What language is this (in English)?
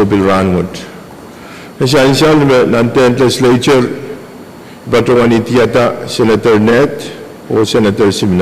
Pohnpeian